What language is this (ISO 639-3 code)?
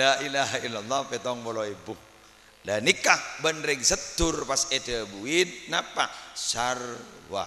mad